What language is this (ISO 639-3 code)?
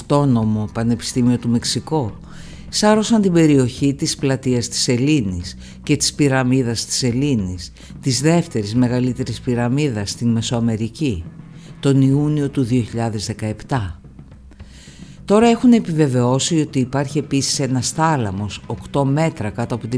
ell